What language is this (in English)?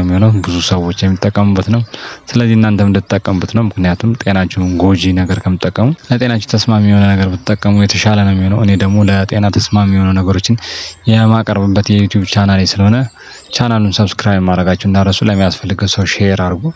Amharic